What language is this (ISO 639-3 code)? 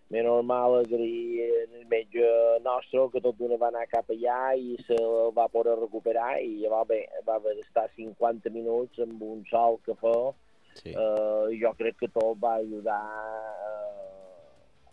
cat